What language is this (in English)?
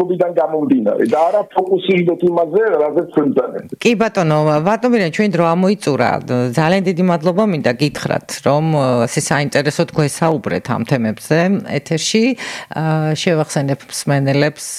Georgian